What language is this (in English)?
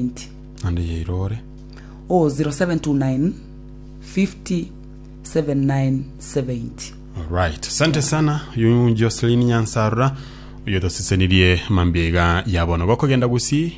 Gusii